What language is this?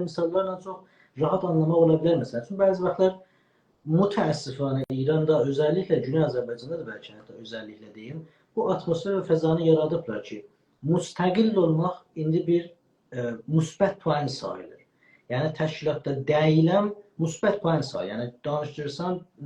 South Azerbaijani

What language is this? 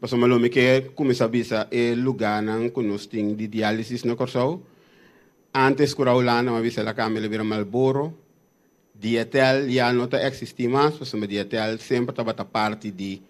Papiamento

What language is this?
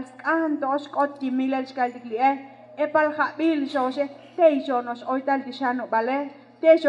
Tzotzil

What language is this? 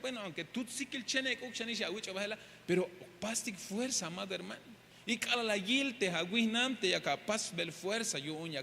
Tzeltal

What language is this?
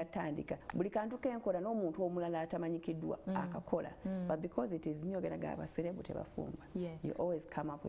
Ganda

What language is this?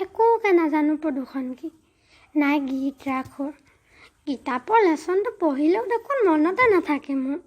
Assamese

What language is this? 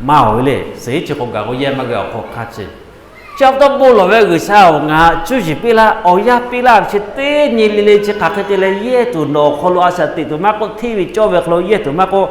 Lahu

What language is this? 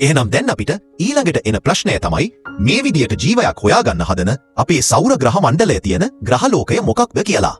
Sinhala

